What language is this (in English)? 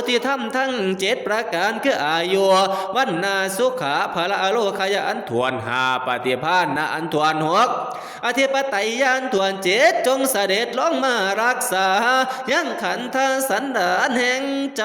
Northeastern Thai